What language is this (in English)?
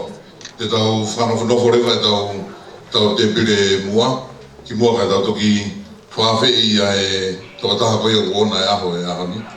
Tongan